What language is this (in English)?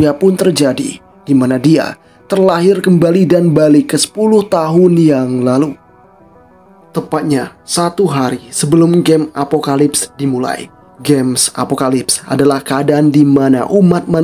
Indonesian